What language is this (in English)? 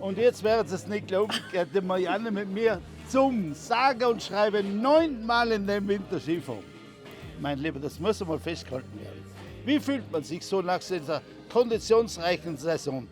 Bavarian